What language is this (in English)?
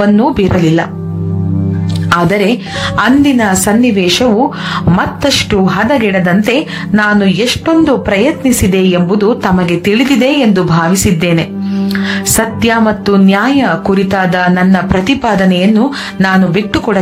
Kannada